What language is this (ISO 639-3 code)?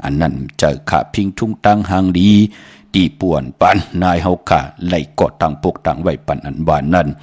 shn